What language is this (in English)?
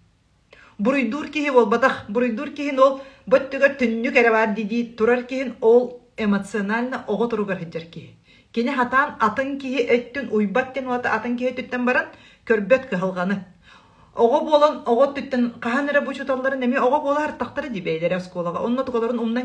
Yakut